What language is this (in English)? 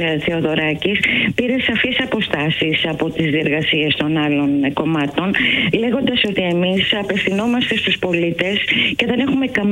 Greek